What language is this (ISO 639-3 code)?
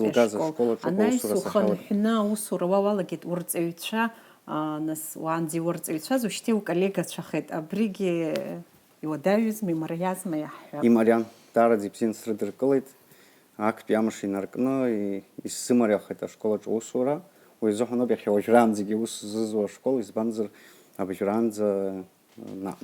abk